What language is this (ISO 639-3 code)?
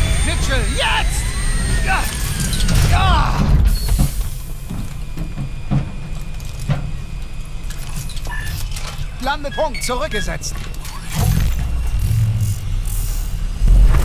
deu